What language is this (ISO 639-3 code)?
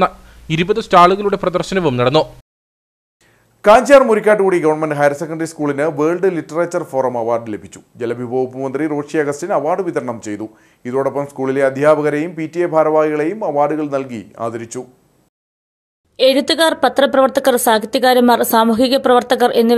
mal